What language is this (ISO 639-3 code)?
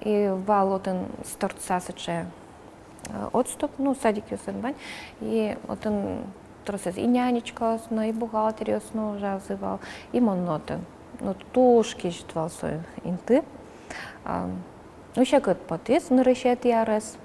udm